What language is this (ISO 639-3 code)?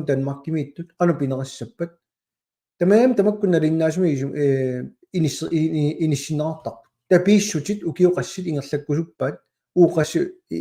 kal